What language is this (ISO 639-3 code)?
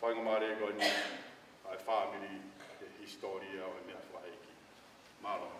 ton